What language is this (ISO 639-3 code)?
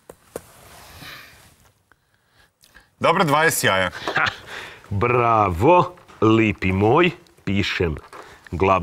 hrv